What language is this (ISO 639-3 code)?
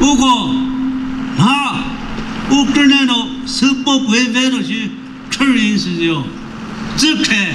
nri